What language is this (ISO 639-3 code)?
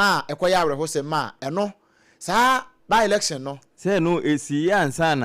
aka